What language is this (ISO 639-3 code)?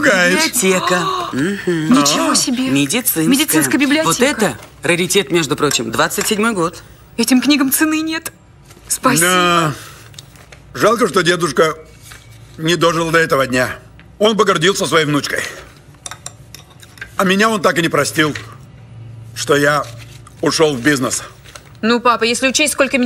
rus